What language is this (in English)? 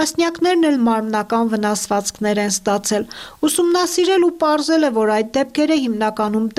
Armenian